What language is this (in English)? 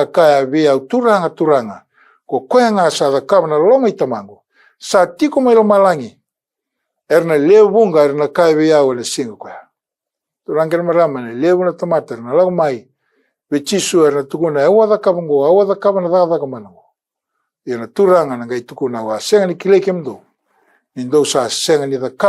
Fijian